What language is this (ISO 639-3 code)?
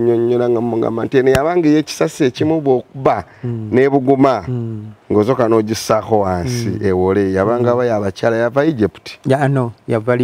lug